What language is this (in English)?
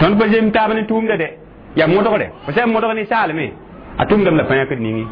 Mossi